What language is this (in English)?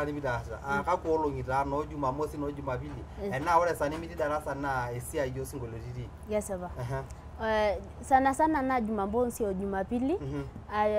Masai